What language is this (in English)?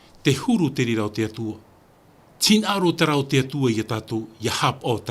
Tahitian